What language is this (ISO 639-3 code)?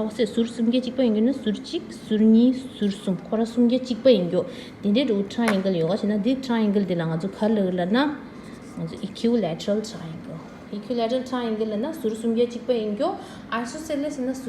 bod